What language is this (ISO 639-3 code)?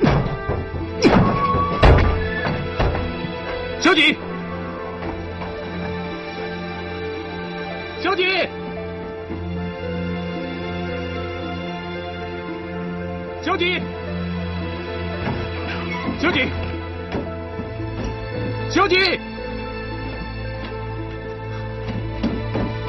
zho